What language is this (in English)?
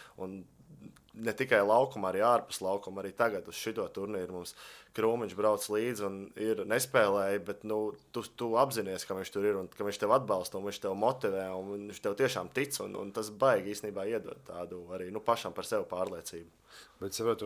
Latvian